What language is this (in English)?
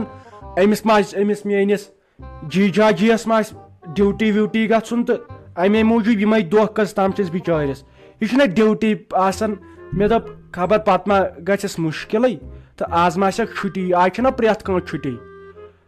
Kashmiri